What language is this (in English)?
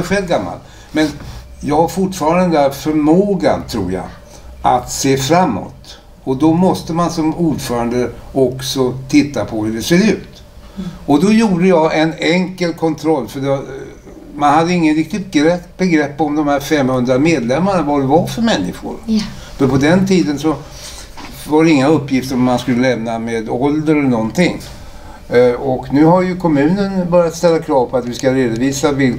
Swedish